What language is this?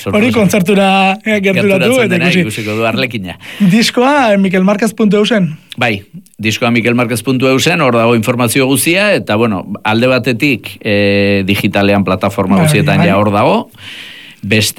Basque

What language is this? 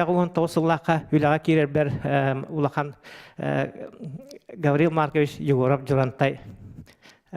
Yakut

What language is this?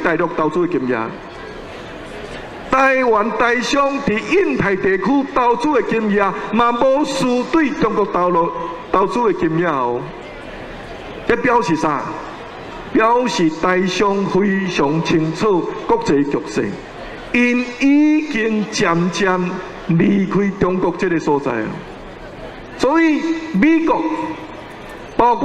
Min Nan Chinese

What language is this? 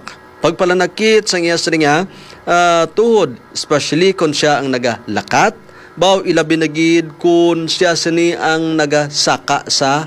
Hiligaynon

